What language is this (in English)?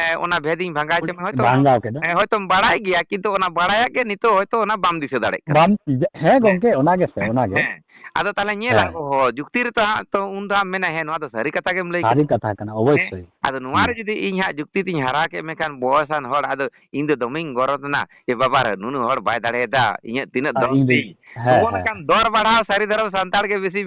Santali